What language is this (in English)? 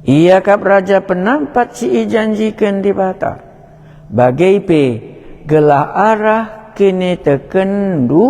Batak Karo